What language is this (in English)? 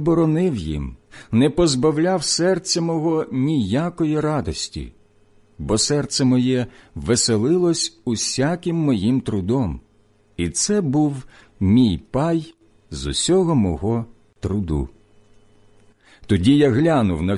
Ukrainian